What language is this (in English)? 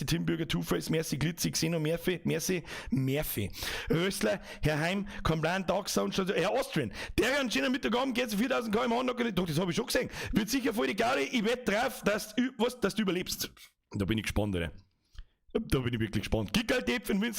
Bavarian